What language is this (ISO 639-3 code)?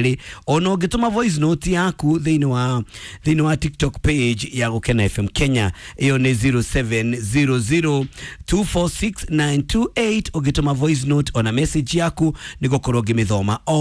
kik